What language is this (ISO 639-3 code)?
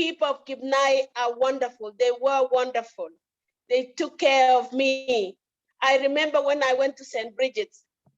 kln